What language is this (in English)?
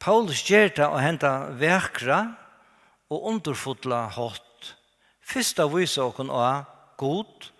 Faroese